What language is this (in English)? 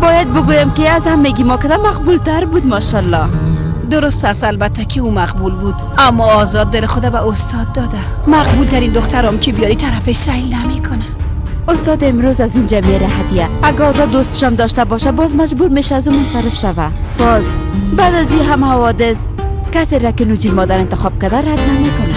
Persian